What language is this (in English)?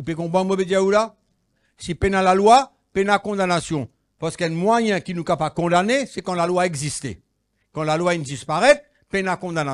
Morisyen